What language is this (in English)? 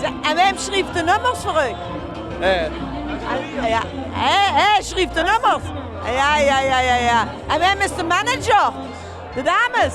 Limburgish